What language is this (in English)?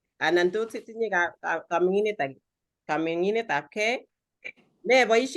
Kalenjin